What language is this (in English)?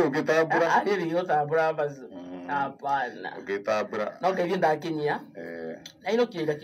Kikuyu